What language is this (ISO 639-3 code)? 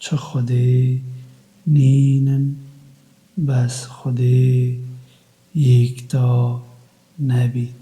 kur